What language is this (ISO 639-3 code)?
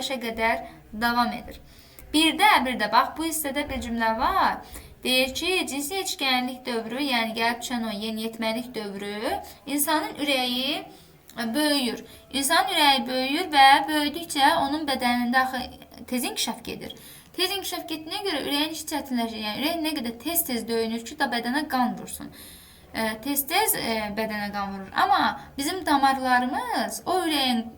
aze